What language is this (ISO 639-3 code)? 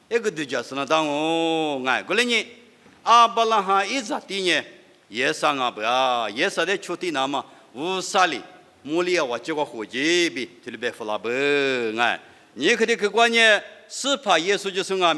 lis